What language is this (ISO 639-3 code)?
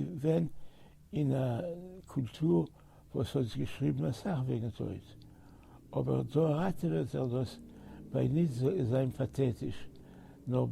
yid